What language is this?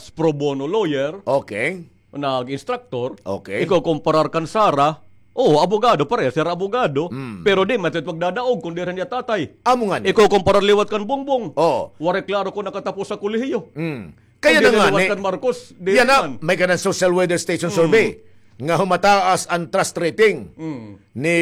Waray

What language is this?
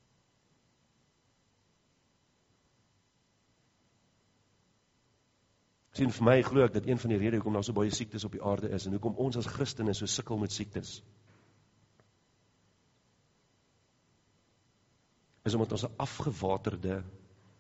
Afrikaans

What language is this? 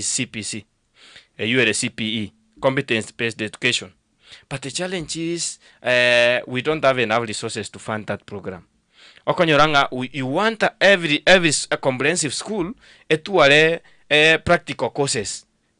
Gusii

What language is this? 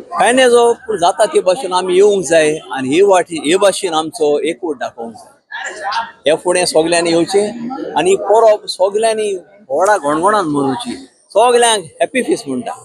Konkani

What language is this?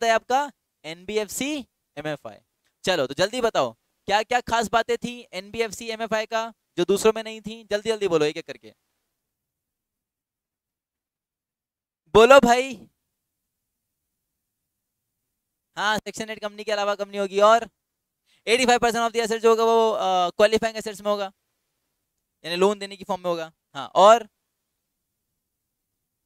Hindi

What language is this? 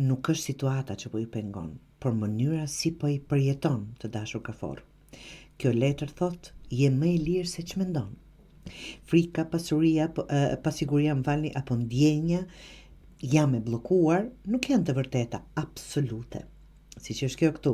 Albanian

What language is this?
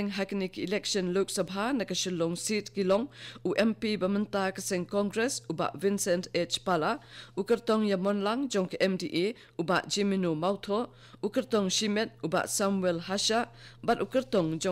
Khasi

